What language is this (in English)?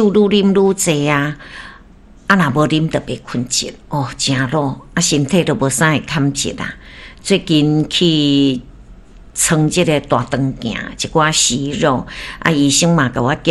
Min Nan Chinese